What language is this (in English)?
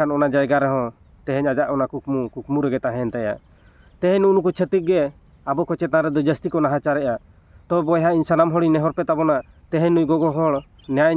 Santali